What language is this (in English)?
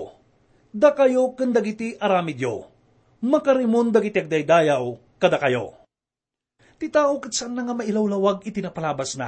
Iloko